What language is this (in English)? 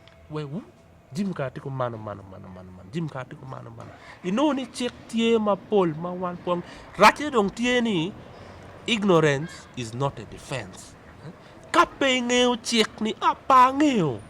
Acoli